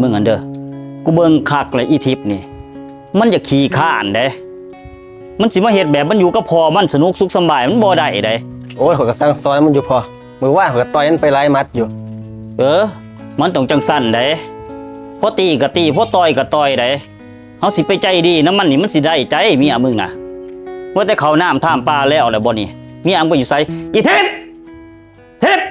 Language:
Lao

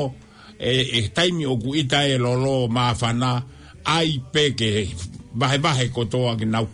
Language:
Tongan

